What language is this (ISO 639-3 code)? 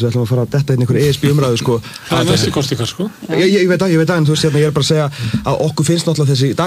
isl